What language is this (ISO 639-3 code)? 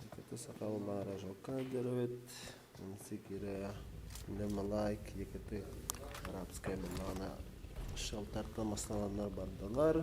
sah